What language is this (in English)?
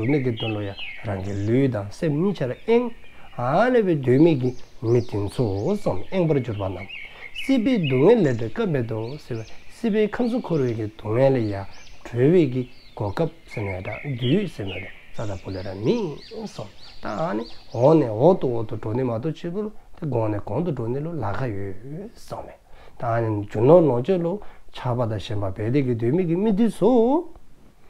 Dzongkha